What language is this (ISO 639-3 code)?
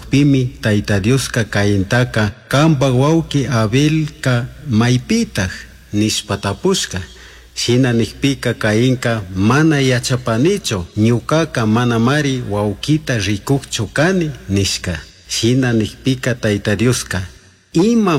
qug